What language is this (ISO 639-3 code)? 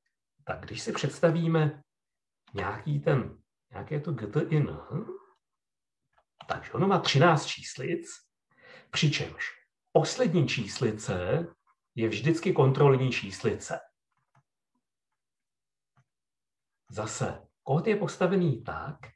ces